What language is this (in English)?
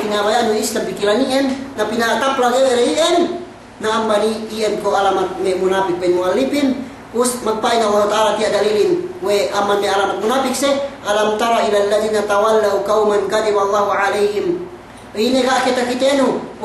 Yakan